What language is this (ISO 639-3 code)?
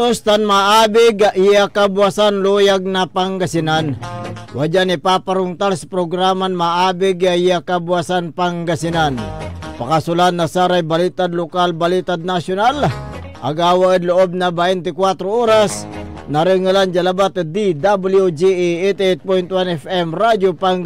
pag